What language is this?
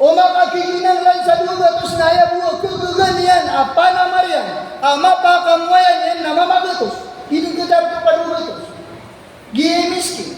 Maranao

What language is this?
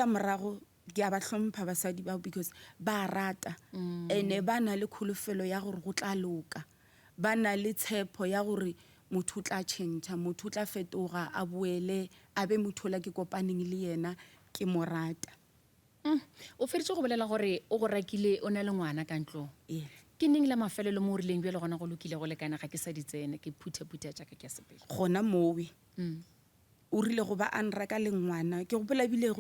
Northern Sotho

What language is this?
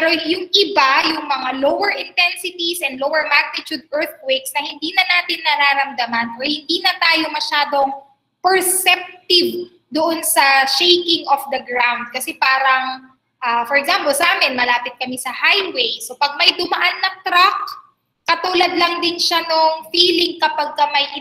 Filipino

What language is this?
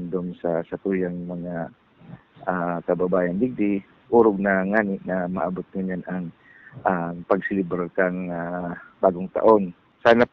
Bikol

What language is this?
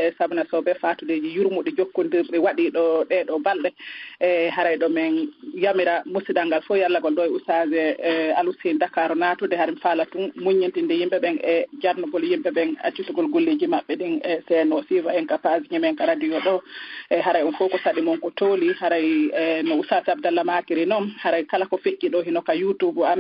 Fula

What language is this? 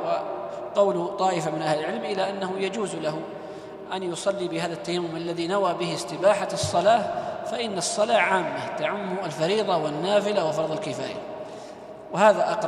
Arabic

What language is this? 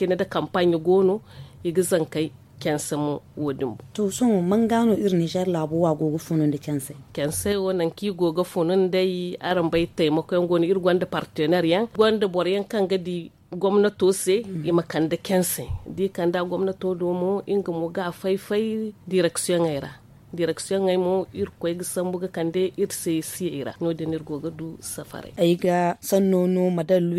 Zarma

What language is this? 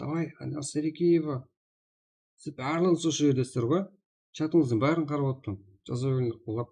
Kara-Kalpak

